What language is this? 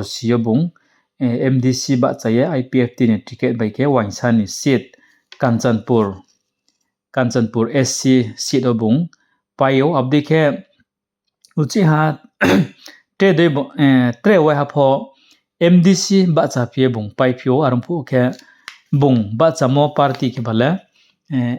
Riang (India)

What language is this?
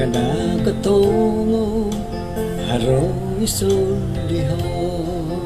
Central Dusun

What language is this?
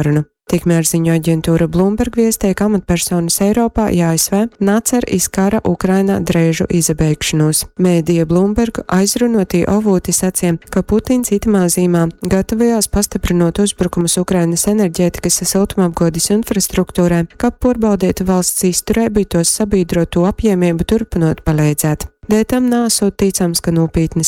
Latgalian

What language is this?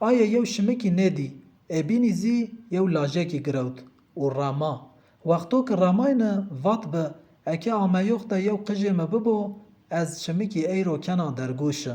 Zaza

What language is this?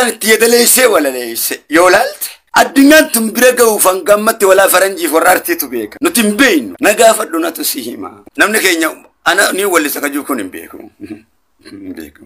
Oromo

